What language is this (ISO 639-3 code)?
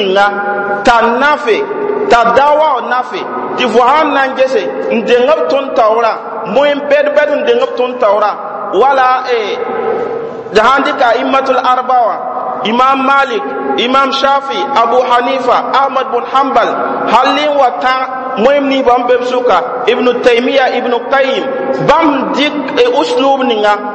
mos